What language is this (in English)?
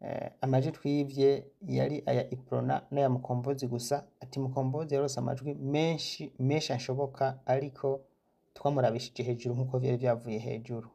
Rundi